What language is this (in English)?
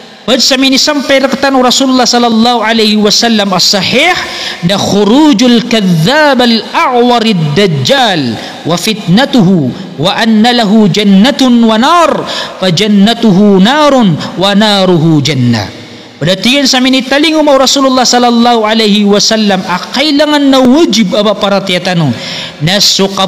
Maranao